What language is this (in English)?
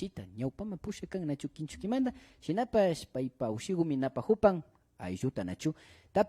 Imbabura Highland Quichua